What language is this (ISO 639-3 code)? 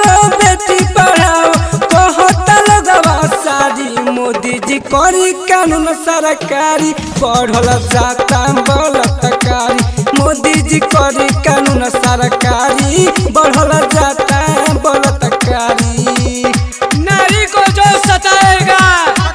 bho